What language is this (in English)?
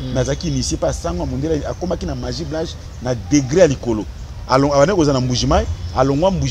Lingala